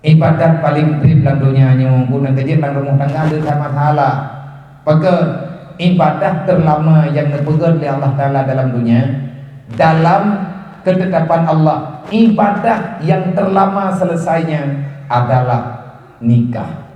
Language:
Achinese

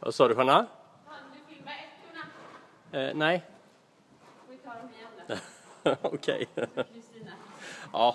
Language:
Swedish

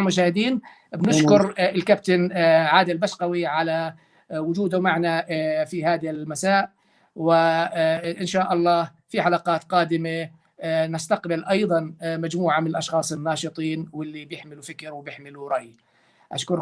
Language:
North Levantine Arabic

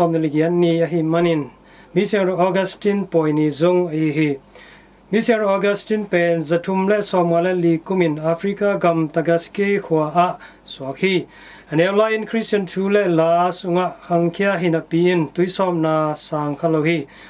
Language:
Tedim Chin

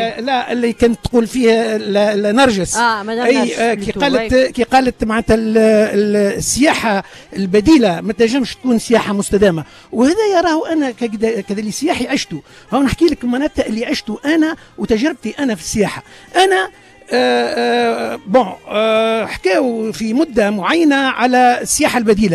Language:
Tunisian Arabic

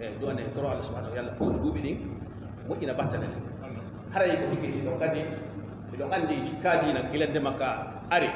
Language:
Fula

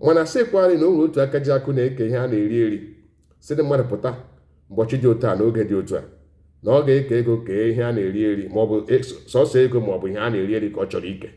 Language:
Igbo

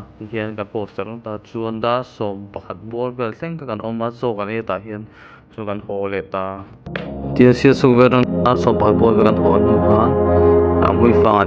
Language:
Mizo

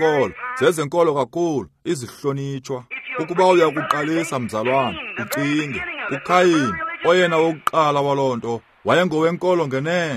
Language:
Xhosa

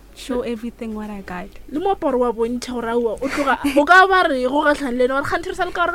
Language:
Northern Sotho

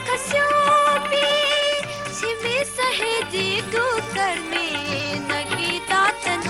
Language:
Newari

